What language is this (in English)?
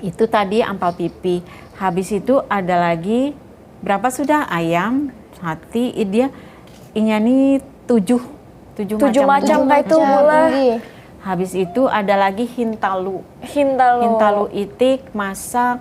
Banjar